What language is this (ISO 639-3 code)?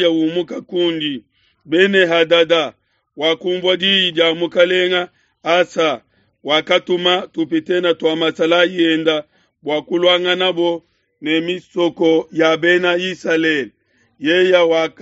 lua